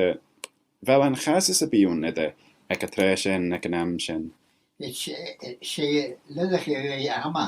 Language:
Manx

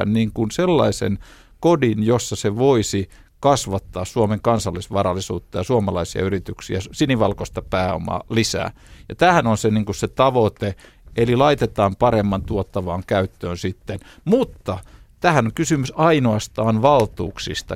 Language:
Finnish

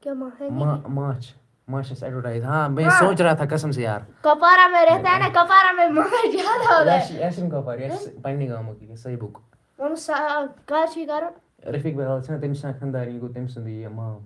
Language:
Kashmiri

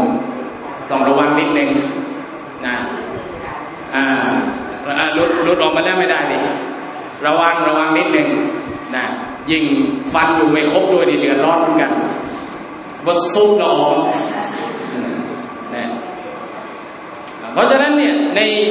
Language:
Thai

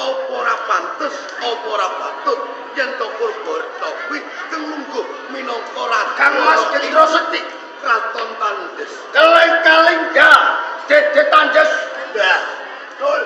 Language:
Javanese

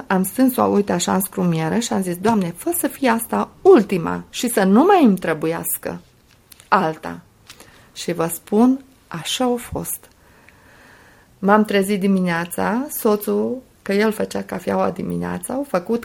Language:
Romanian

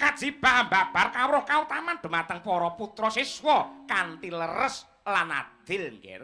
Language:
Javanese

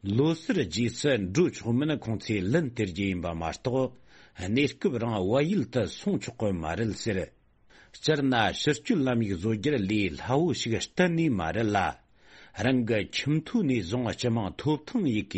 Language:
Tibetan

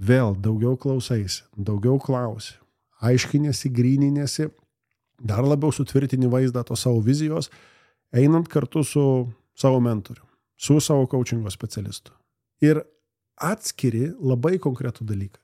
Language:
Lithuanian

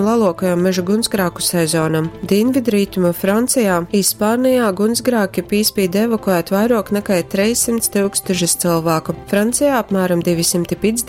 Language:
Latgalian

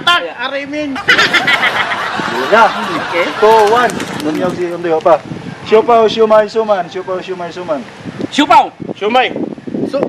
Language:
Cebuano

